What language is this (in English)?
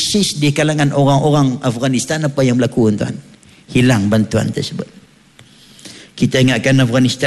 Malay